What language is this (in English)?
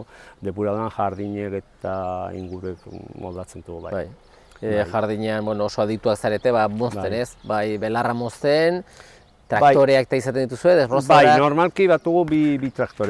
Basque